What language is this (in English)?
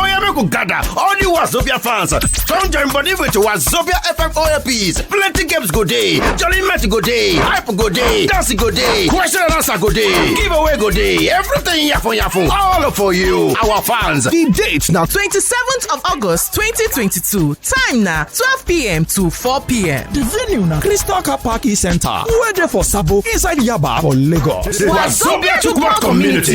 Nigerian Pidgin